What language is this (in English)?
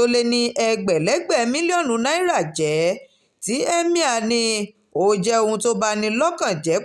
Yoruba